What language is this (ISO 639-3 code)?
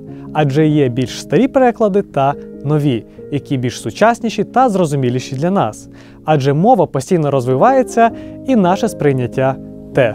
ukr